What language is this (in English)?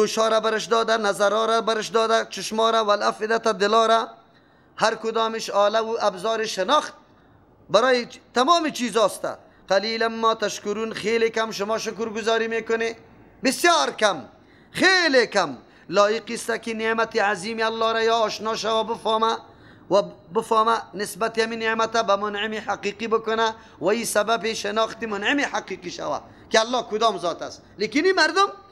Persian